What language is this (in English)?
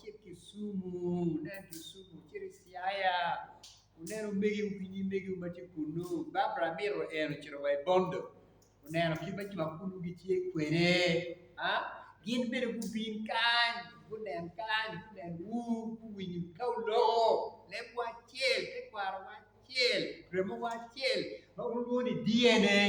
Acoli